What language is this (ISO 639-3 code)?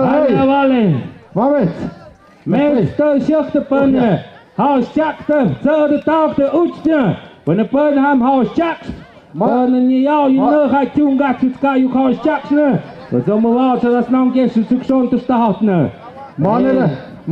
mxp